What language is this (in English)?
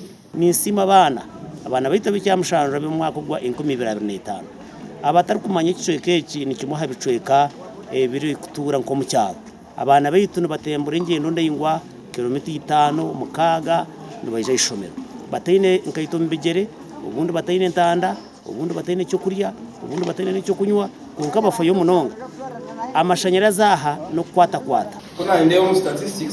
Nyankole